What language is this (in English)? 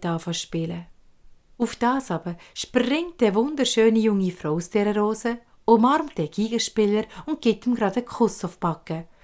Swiss German